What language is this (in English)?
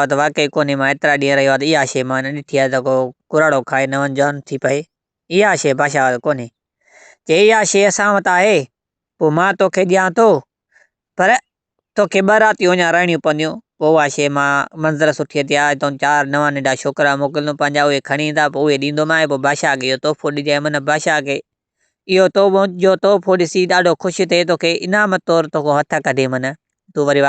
Sindhi